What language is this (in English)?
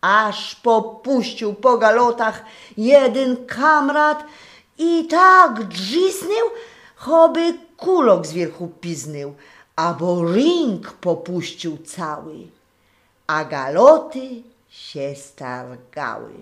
Silesian